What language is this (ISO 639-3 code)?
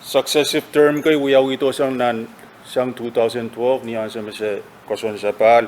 pon